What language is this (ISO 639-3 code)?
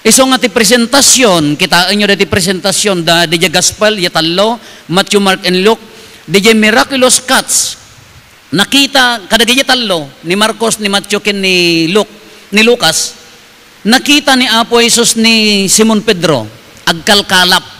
ilo